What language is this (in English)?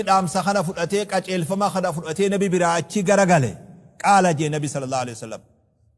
Oromo